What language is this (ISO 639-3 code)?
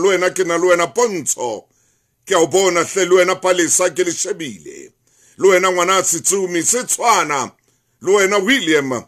sot